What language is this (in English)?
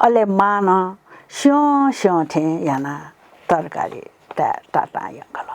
Newari